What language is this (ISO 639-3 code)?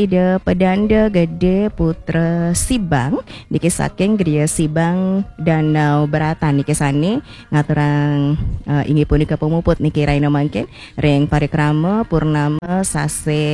ban